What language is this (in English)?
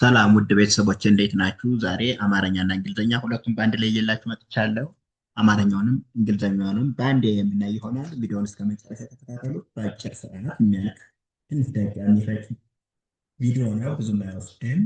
Amharic